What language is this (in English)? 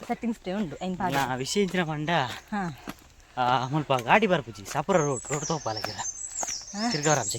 Tulu